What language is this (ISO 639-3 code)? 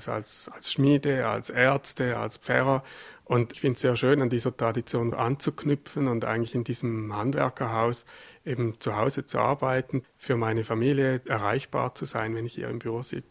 deu